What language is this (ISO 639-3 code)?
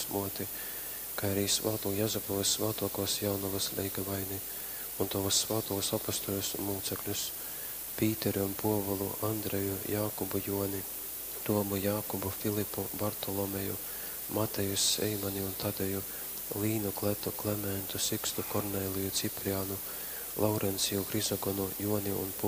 ltg